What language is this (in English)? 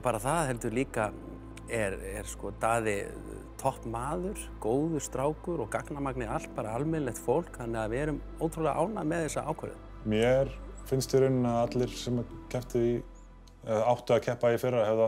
Icelandic